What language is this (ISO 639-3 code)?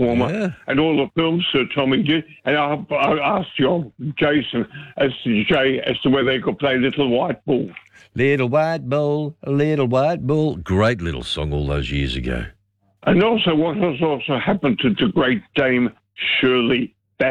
eng